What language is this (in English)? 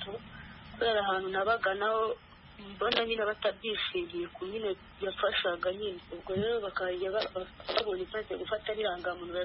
Kinyarwanda